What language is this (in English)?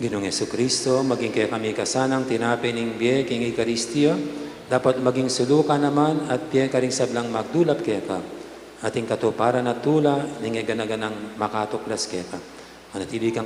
Pampanga